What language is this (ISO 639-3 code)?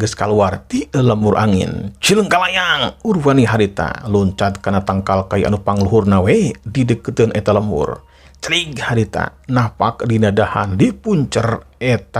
sun